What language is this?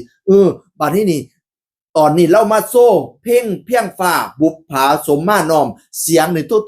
Northeastern Thai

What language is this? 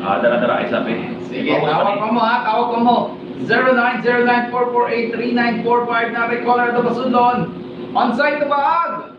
Cebuano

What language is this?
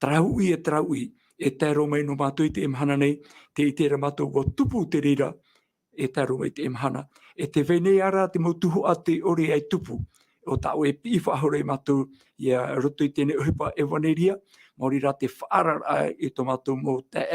Tahitian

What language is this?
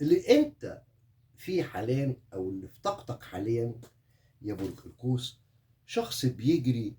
Egyptian Arabic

